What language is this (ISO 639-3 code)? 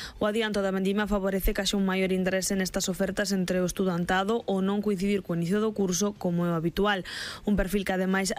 glg